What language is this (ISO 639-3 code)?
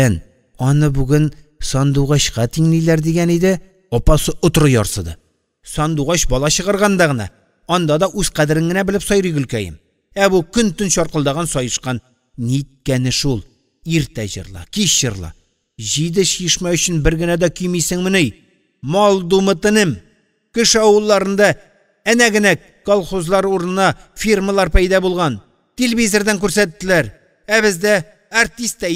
tat